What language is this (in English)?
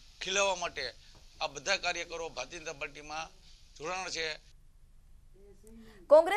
Gujarati